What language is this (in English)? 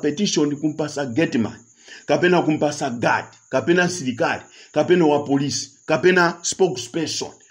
Nyanja